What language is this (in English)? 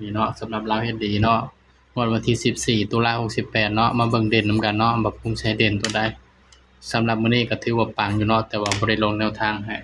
Northeastern Thai